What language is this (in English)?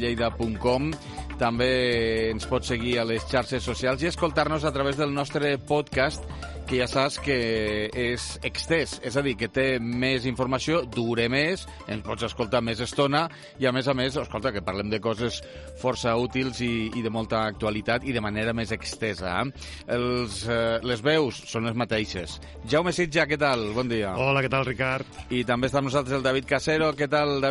Catalan